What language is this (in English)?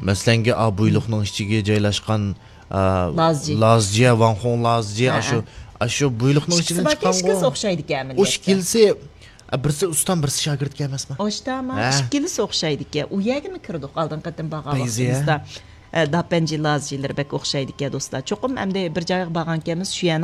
Uyghur